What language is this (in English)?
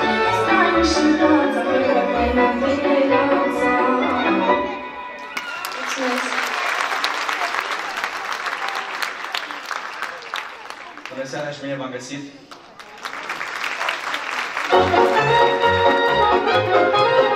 Romanian